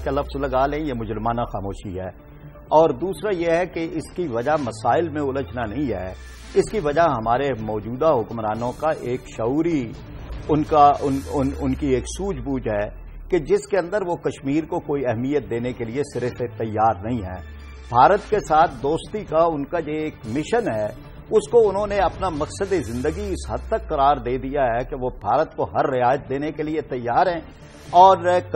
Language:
Urdu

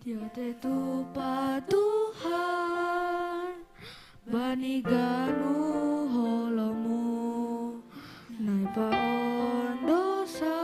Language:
Batak Simalungun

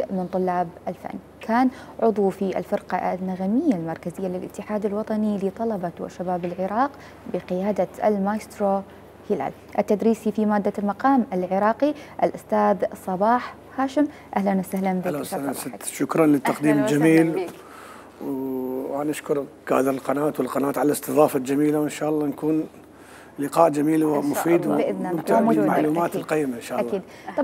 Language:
Mesopotamian Arabic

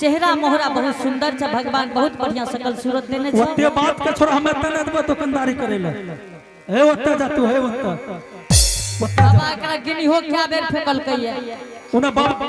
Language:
Angika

